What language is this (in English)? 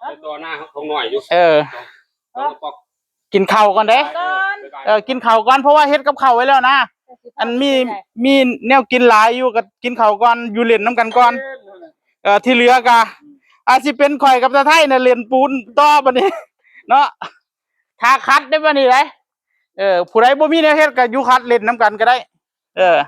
Northeastern Thai